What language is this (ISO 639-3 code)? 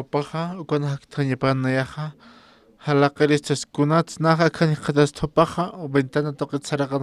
aym